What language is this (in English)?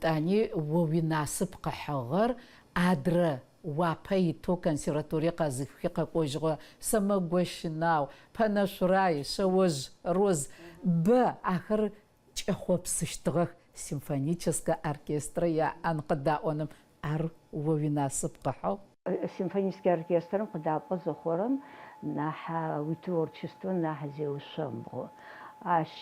Adyghe